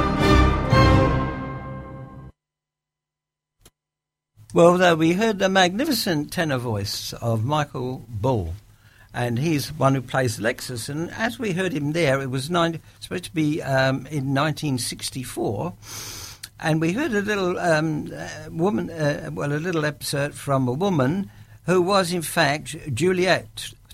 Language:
English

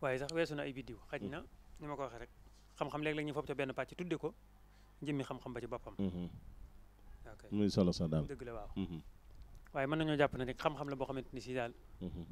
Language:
Wolof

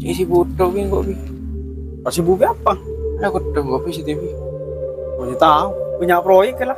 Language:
Madurese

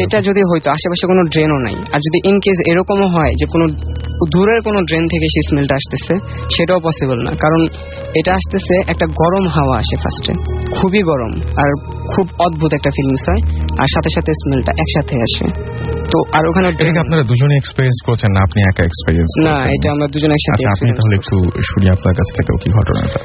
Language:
Bangla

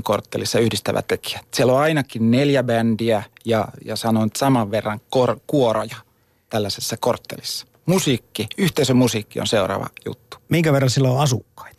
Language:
Finnish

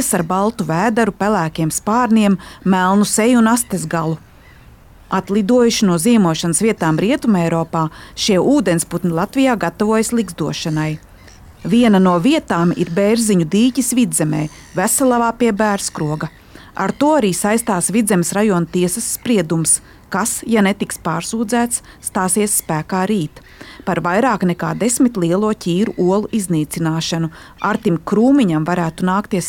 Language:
Latvian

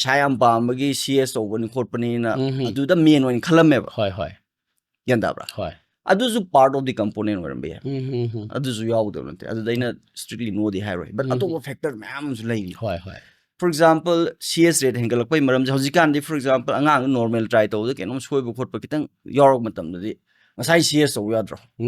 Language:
Manipuri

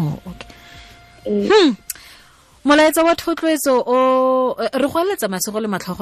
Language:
Tswana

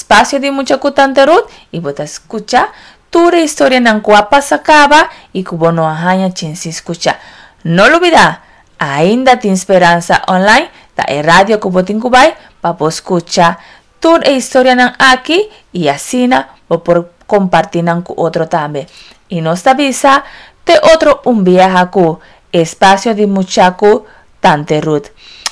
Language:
Papiamento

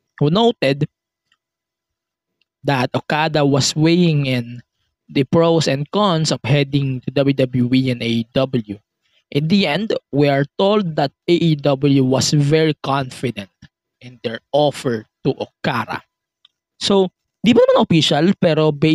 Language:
Filipino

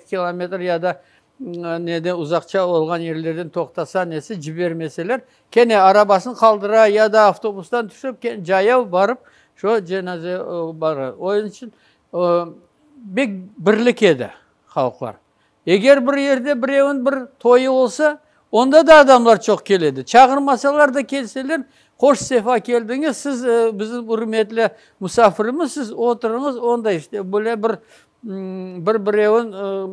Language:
Crimean Tatar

